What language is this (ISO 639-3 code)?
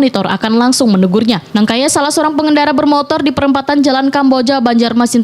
bjn